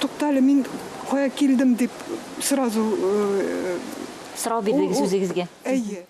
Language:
Tatar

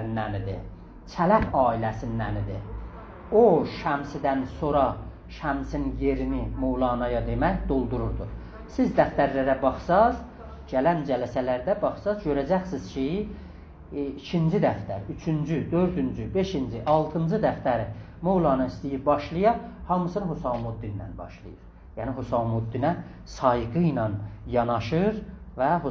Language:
South Azerbaijani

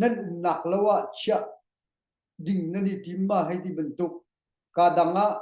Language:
Hakha Chin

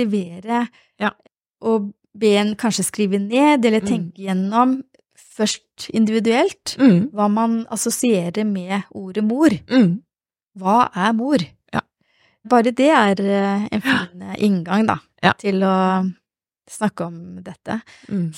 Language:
Norwegian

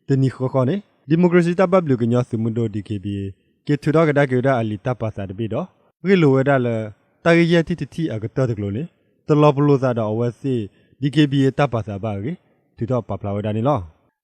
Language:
S'gaw Karen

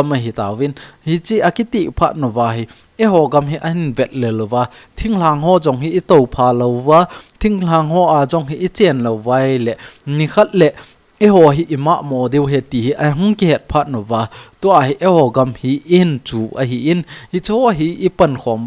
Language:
Thado Chin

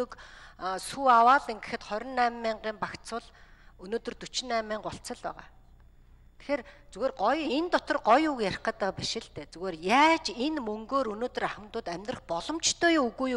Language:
Mongolian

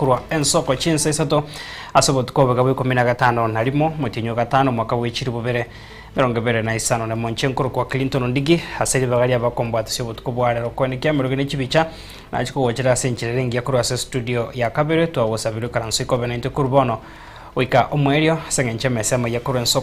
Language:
Gusii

